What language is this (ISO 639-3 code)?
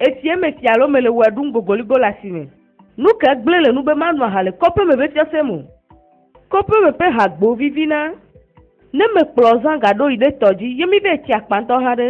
ewe